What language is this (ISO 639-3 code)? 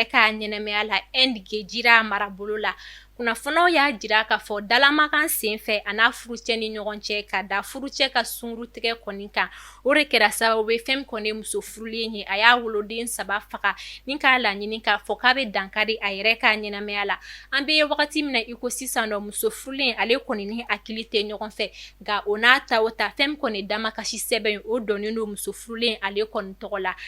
bam